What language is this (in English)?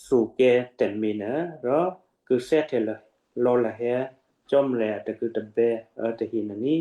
Western Kayah